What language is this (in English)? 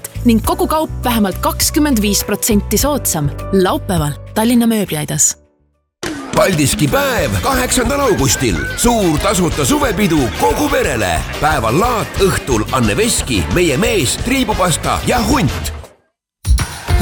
Estonian